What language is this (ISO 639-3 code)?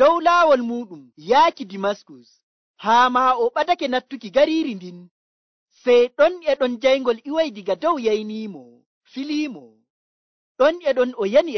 fuv